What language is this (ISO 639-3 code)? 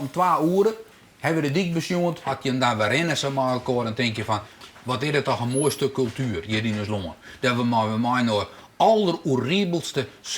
fry